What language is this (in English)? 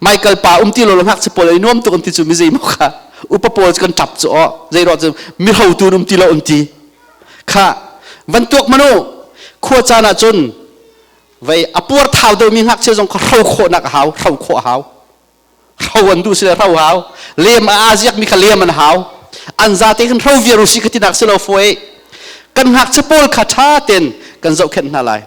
Hakha Chin